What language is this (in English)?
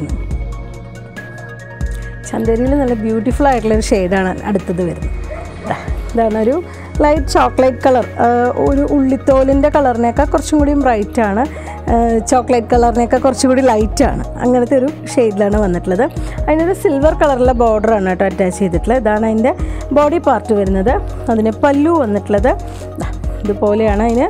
Malayalam